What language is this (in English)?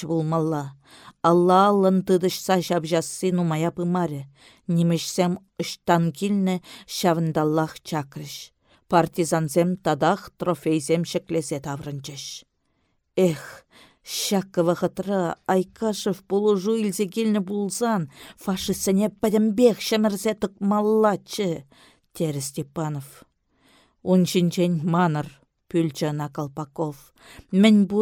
Chuvash